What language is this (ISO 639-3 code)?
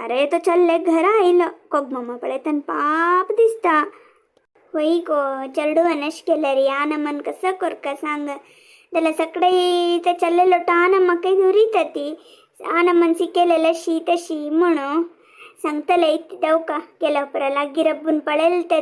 kok